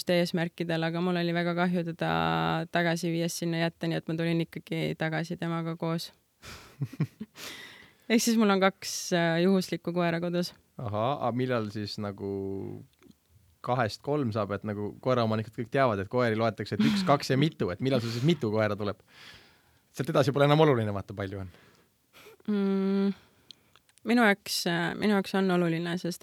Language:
Estonian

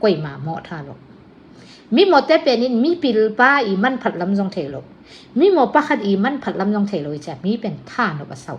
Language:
Tedim Chin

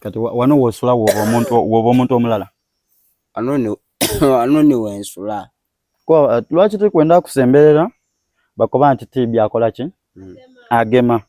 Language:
Soga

